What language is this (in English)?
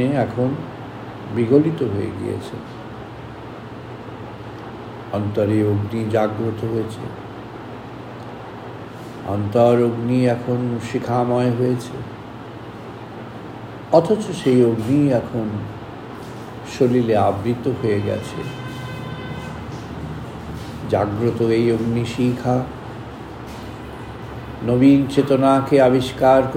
Bangla